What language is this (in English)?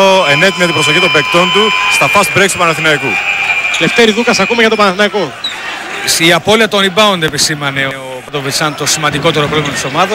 Greek